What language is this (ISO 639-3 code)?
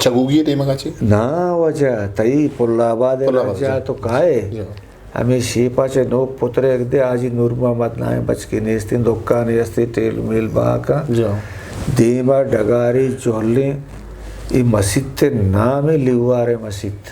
bgp